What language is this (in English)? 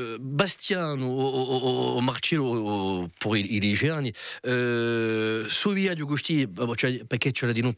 Corsican